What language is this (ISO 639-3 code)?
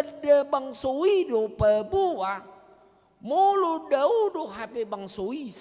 bbc